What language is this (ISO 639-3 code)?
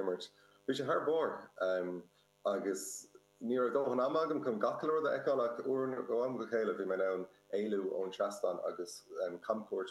gle